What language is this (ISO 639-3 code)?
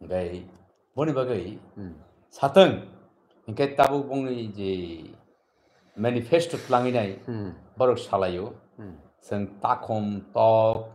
trp